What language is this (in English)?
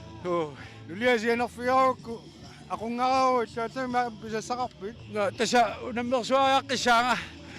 Kalaallisut